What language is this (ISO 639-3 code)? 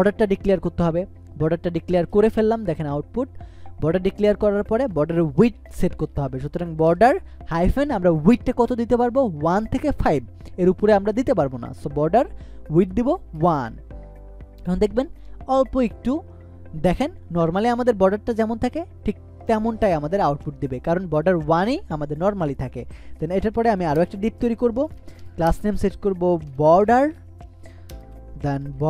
ben